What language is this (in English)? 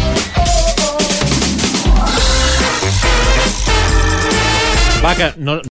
Catalan